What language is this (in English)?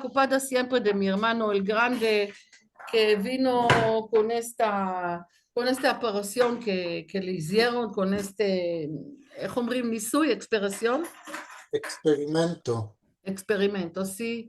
Ladino